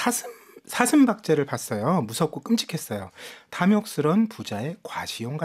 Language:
Korean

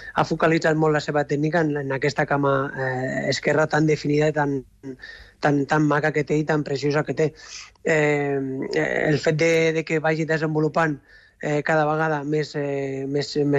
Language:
Catalan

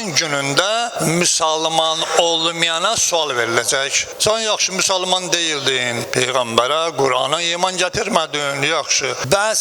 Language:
Azerbaijani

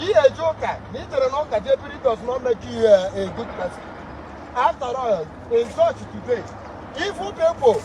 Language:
Igbo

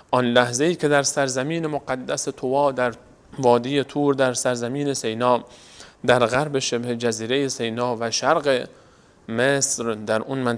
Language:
Persian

